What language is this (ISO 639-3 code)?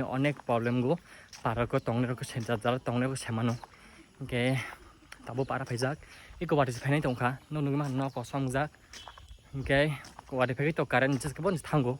trp